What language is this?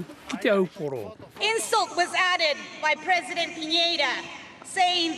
Māori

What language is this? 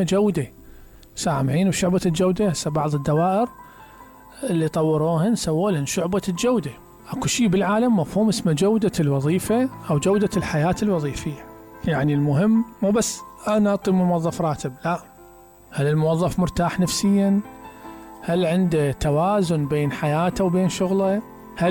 Mesopotamian Arabic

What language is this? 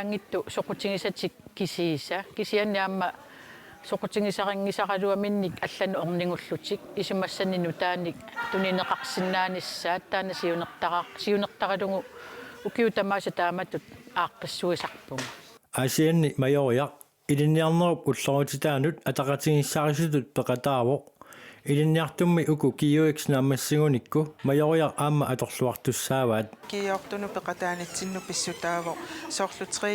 Kalaallisut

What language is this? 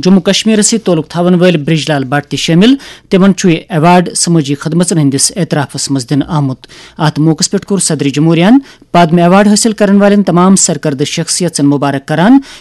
Kashmiri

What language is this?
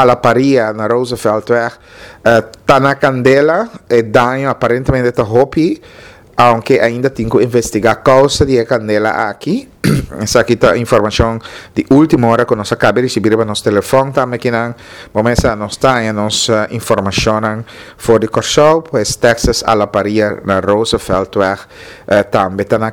Papiamento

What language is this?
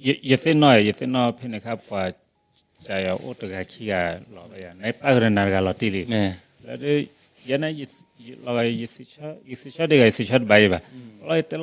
S'gaw Karen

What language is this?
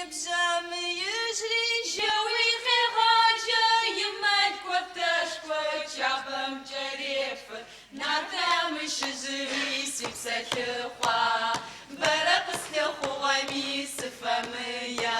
Adyghe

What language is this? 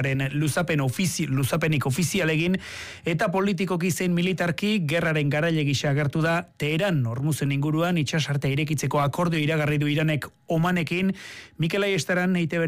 Basque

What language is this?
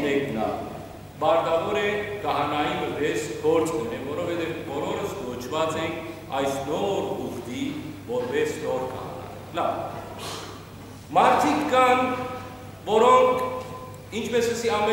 Western Armenian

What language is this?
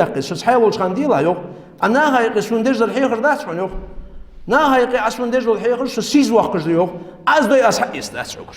Ingush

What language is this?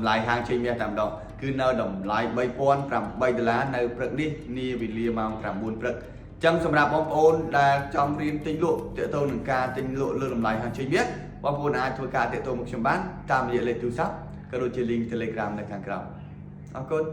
Khmer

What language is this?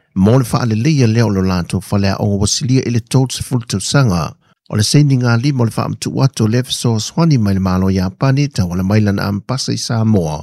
Samoan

